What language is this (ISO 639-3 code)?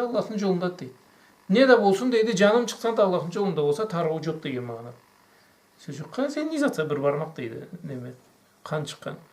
krc